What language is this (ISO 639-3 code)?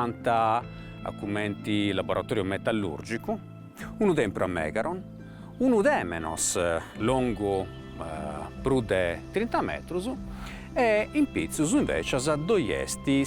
srd